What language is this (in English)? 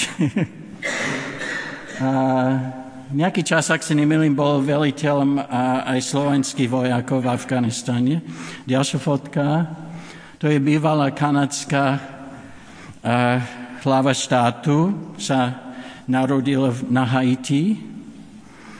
Slovak